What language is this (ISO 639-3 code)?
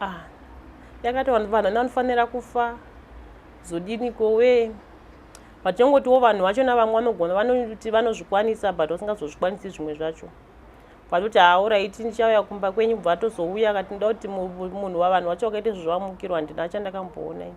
sna